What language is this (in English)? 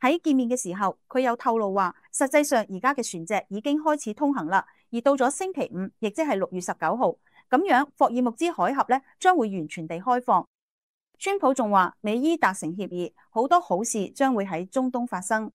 Cantonese